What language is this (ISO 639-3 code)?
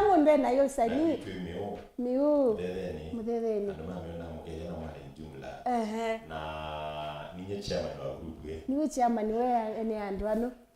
kam